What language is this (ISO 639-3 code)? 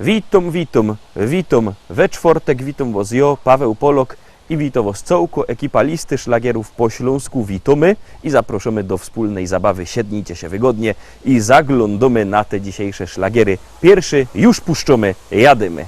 szl